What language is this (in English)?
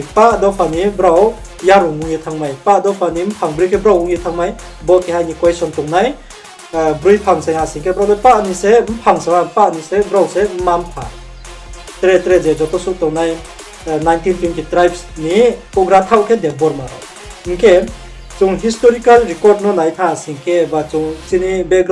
Riang (India)